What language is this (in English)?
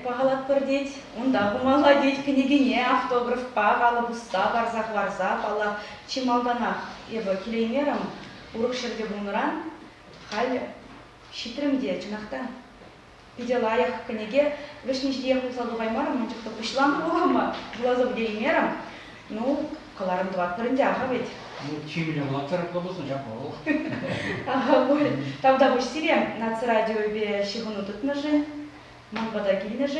Chuvash